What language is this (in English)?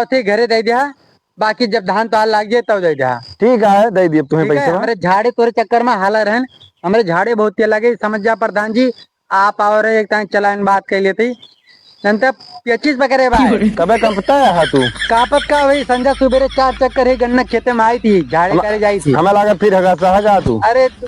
Awadhi